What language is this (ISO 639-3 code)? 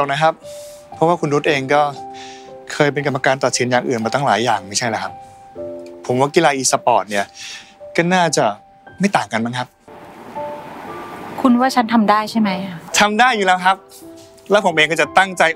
tha